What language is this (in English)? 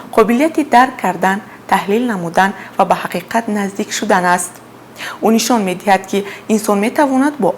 Tajik